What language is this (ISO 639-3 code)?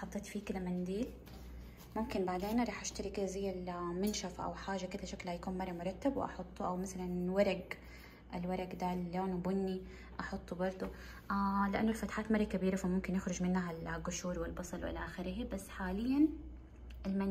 acw